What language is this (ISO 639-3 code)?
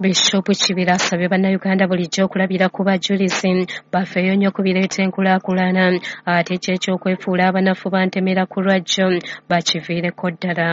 lug